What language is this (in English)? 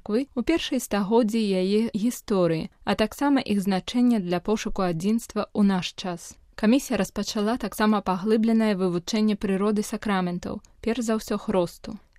Belarusian